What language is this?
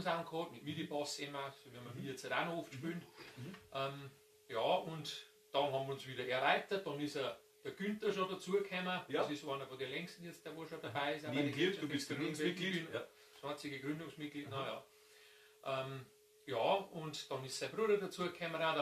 Bavarian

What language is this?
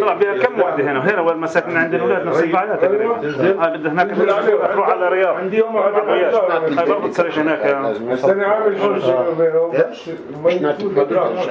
North Levantine Arabic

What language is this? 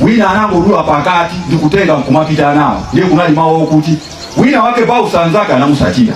Nyanja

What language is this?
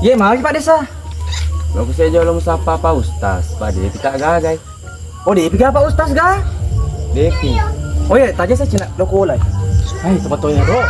Buginese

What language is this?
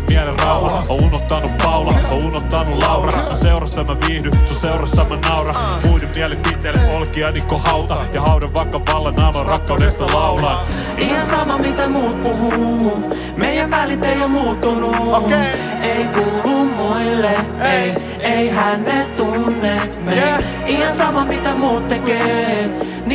Finnish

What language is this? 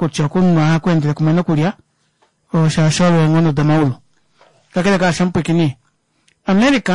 Kuanyama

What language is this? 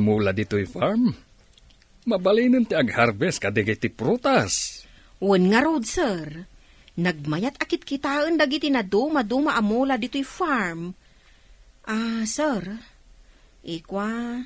Iloko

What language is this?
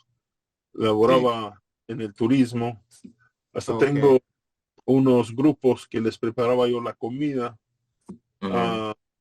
Ladino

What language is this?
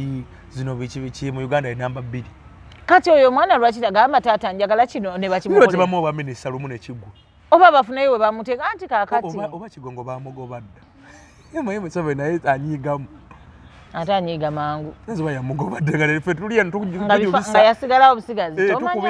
Ganda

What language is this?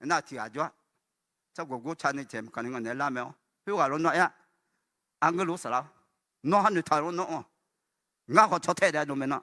Akha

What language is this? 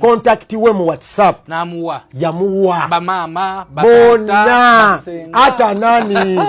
Ganda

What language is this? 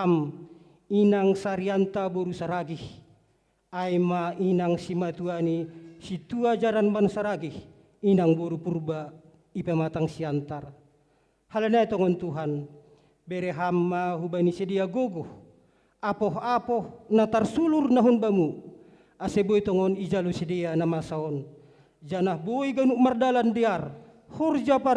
Batak Simalungun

